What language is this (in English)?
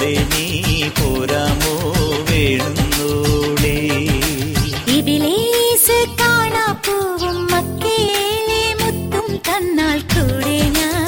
Malayalam